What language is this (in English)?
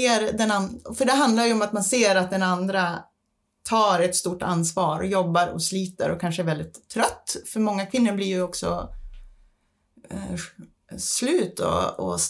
Swedish